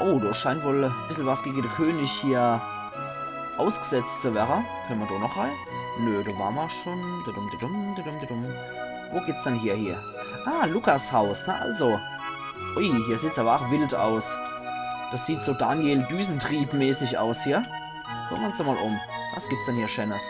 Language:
Palatine German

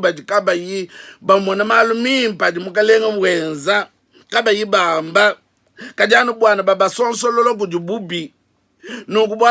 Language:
Luba-Lulua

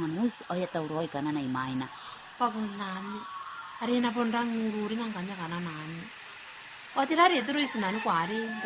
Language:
Gilbertese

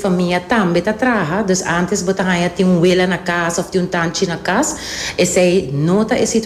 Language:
Papiamento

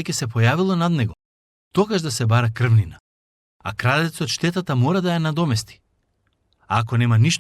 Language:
Macedonian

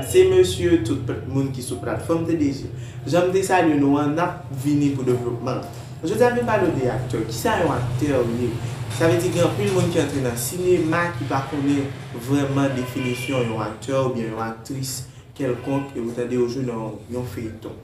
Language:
Haitian Creole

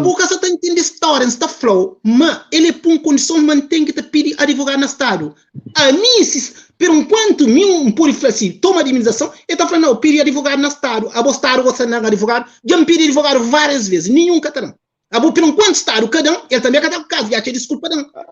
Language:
Kabuverdianu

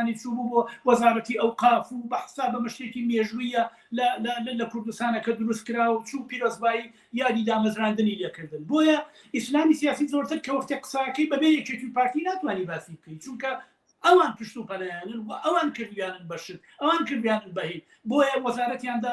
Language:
Central Kurdish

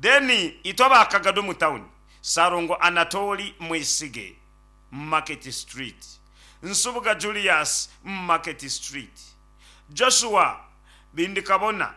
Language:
Nyankole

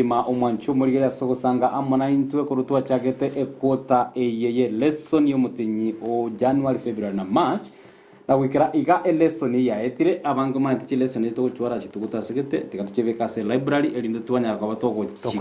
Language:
Gusii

